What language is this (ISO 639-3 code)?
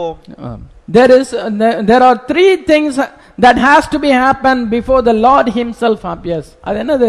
tam